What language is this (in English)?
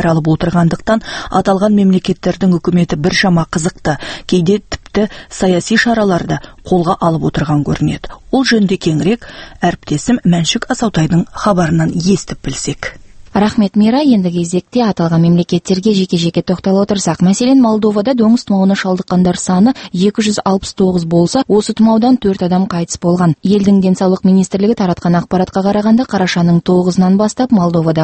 Kazakh